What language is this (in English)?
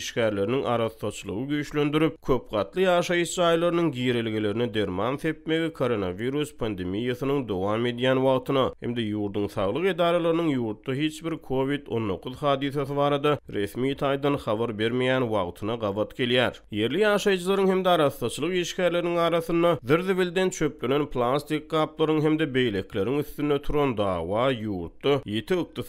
Turkmen